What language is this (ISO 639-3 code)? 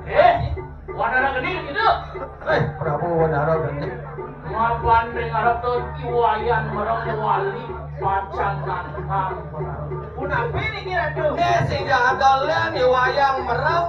ban